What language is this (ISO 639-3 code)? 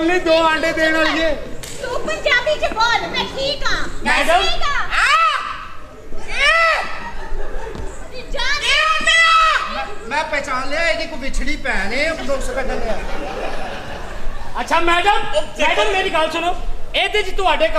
pan